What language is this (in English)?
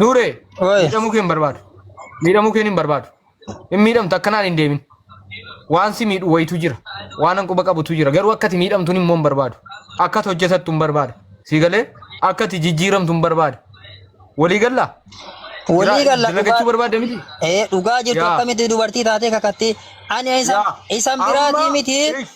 Oromo